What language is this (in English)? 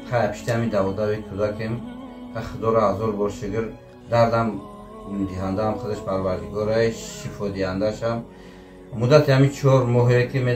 Tajik